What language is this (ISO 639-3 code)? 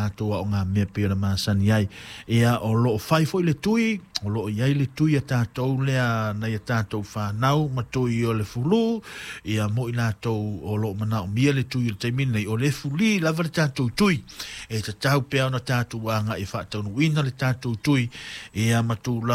smo